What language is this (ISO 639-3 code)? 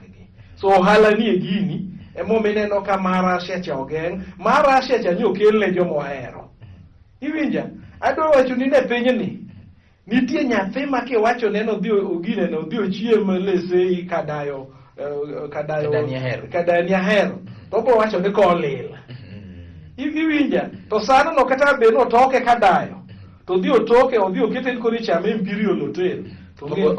luo